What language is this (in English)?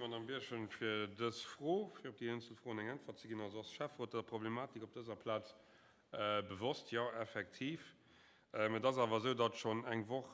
Luxembourgish